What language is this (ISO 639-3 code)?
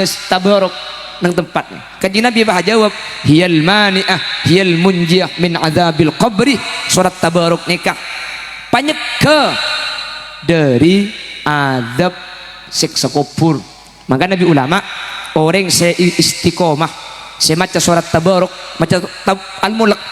mad